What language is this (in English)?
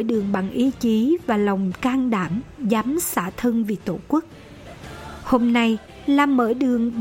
Vietnamese